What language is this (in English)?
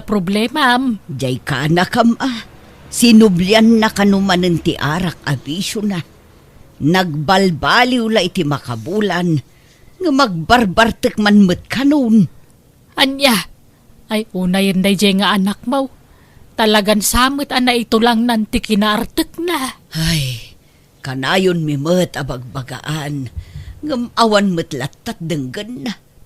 Iloko